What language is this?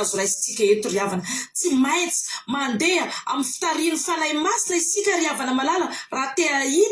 Malagasy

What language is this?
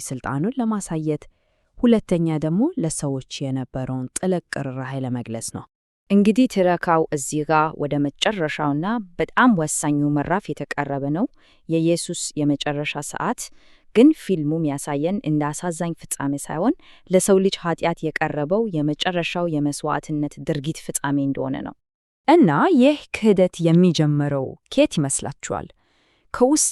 Amharic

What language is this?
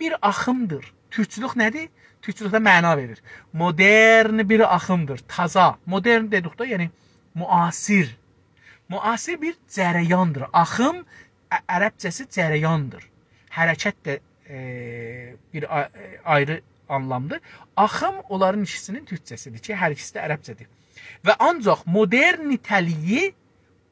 South Azerbaijani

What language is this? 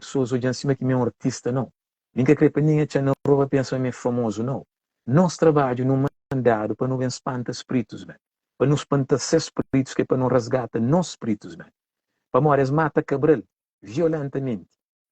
Kabuverdianu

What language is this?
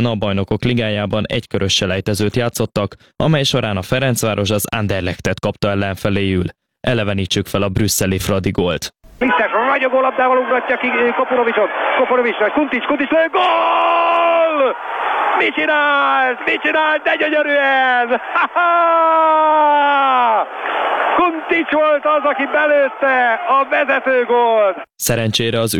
Hungarian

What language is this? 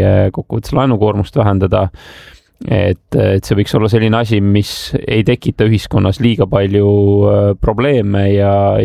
Estonian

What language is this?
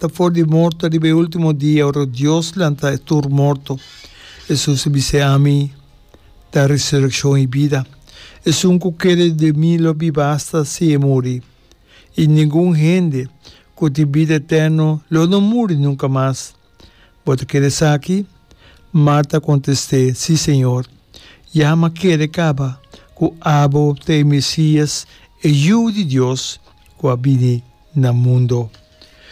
Papiamento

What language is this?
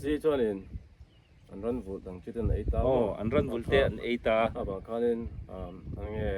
Mizo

